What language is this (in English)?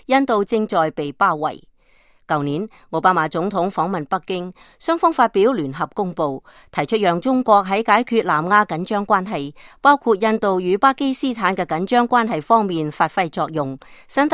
Cantonese